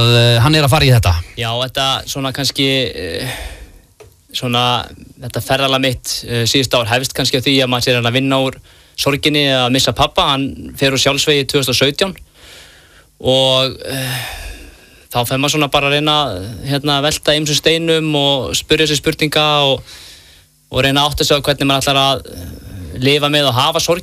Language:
Icelandic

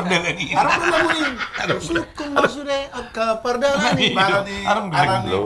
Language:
Batak Toba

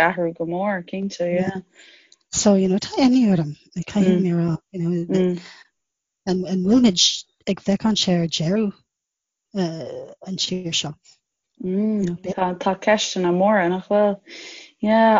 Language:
Irish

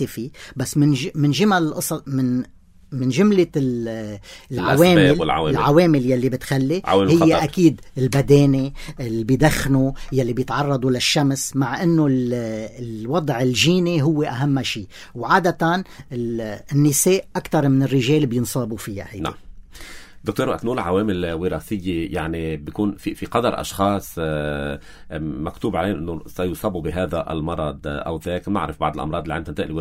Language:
North Levantine Arabic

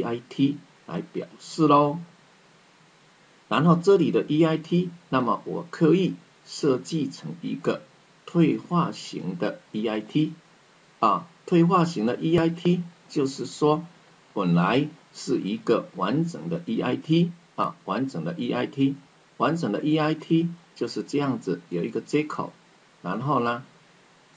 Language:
Chinese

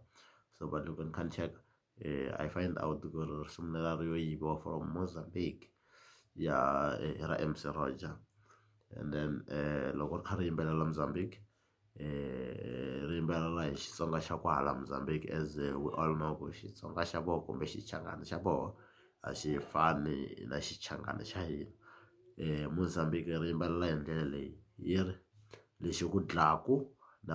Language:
Tsonga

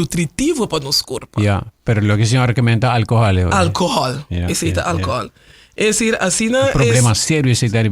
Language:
Papiamento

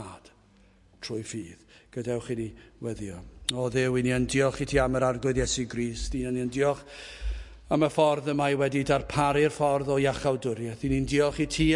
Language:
Welsh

